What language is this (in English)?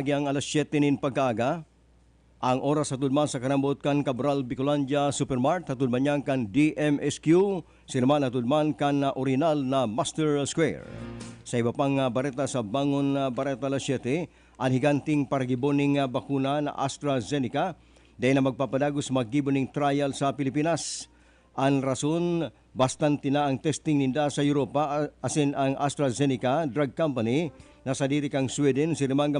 Bikol